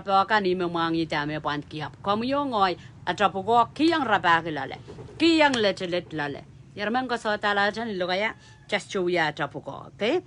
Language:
Pohnpeian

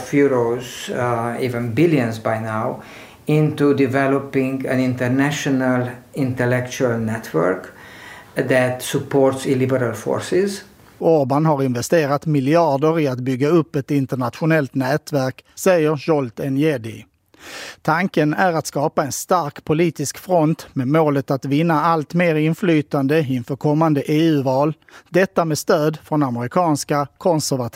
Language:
Swedish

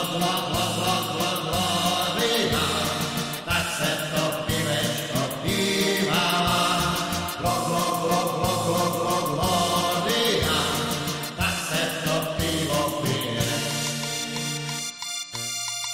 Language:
Czech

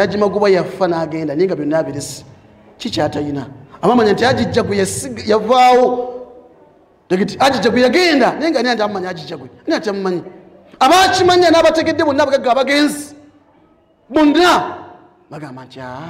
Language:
Ganda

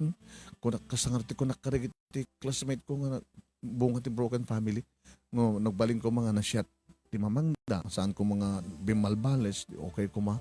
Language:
Iloko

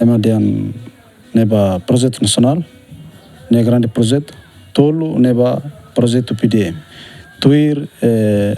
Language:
Tetum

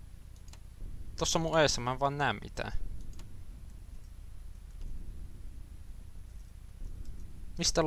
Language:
Finnish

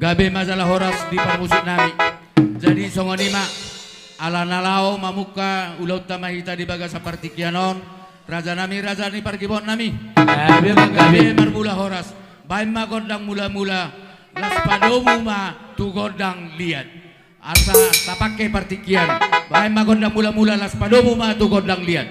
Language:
Batak Toba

